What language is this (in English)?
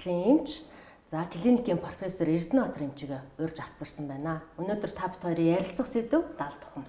Mongolian